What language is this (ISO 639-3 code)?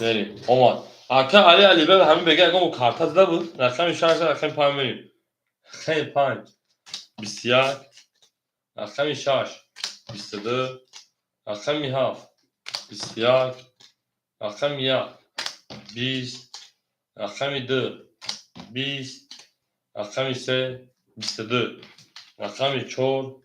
tgk